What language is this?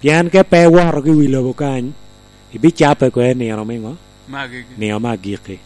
Lango (Uganda)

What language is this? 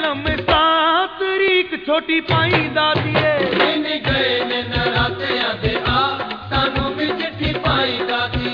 Punjabi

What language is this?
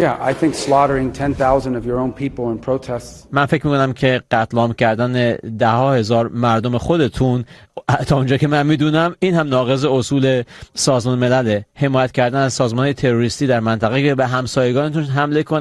Persian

